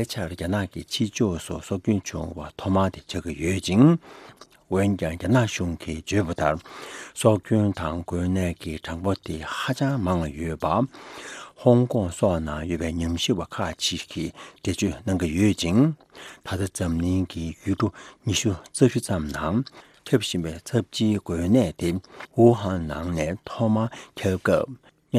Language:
Tibetan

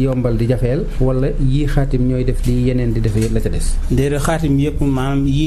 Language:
Wolof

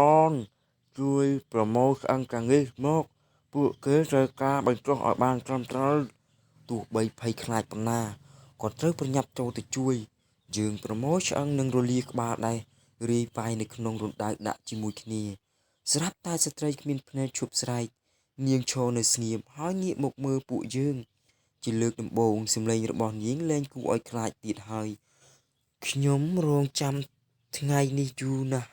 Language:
Khmer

